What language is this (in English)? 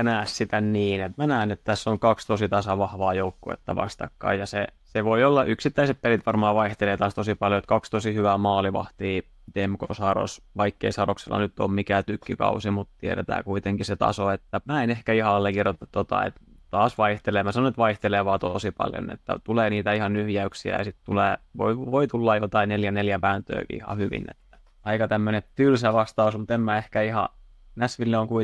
Finnish